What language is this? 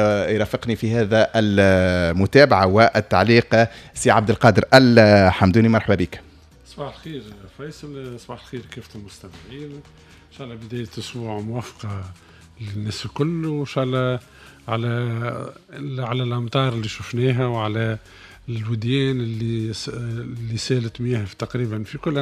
Tunisian Arabic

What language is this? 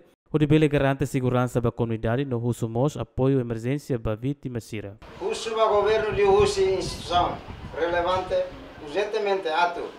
Tetum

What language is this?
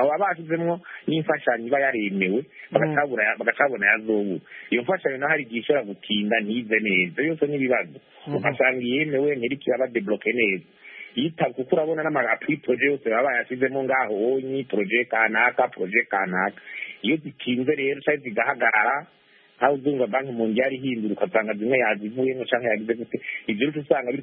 Kinyarwanda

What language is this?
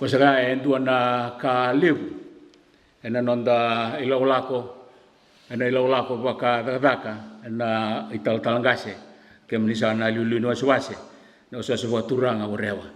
Fijian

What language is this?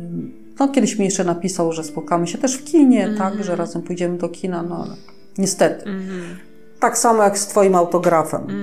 Polish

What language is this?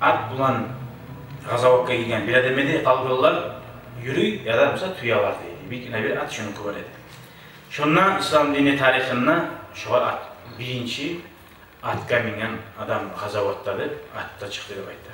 Kumyk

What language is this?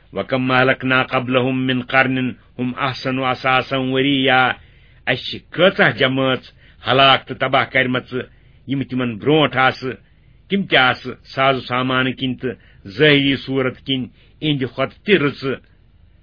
Kashmiri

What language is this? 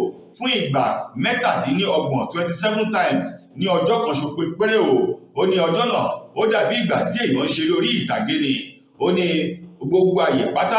Yoruba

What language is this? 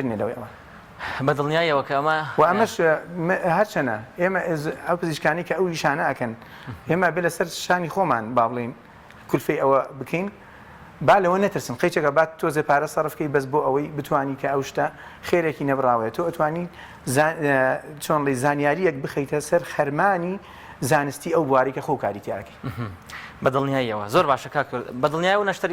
Central Kurdish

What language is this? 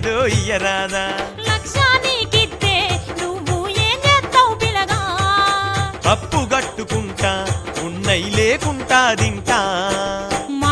Telugu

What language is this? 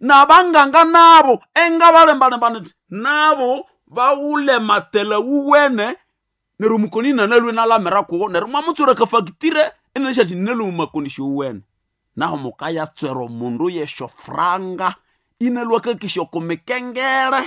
Nande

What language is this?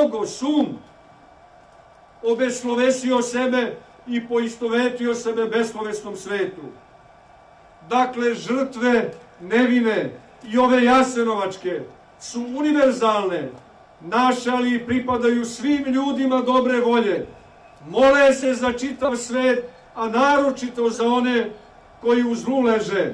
Serbian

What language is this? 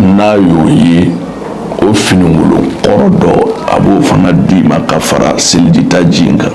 Bambara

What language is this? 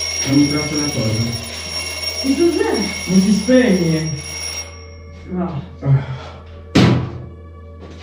Italian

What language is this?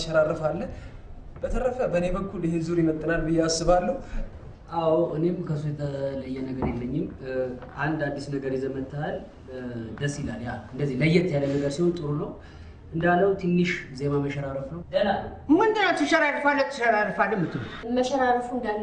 Amharic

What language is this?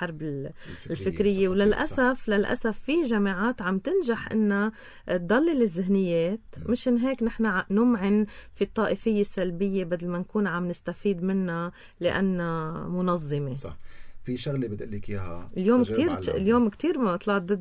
North Levantine Arabic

